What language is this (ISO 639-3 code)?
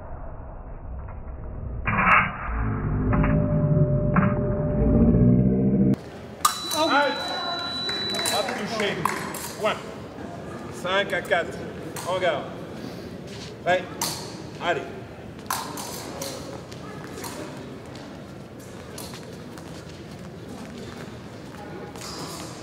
fra